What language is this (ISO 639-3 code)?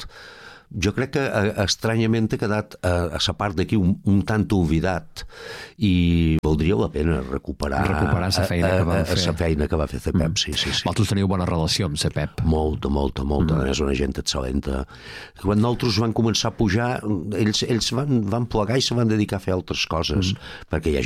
cat